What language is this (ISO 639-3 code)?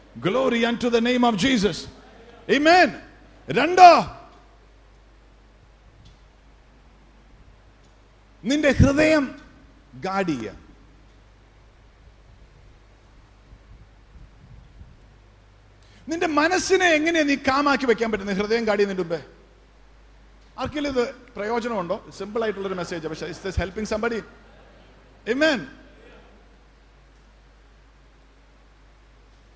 mal